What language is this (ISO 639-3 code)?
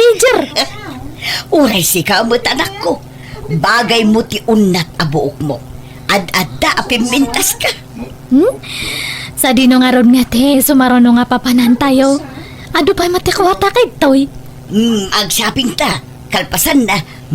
ilo